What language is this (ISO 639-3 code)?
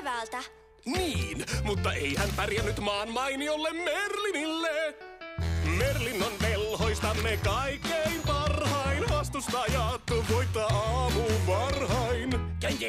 fin